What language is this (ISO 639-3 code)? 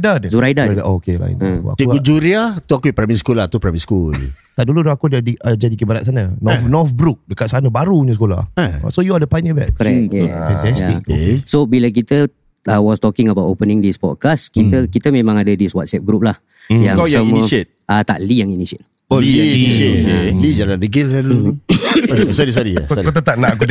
msa